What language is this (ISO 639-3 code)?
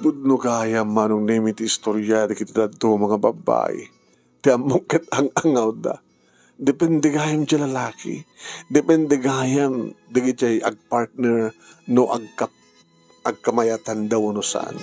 ilo